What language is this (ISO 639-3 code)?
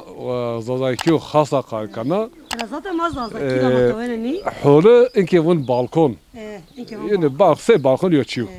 zza